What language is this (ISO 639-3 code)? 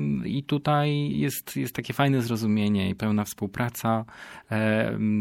pol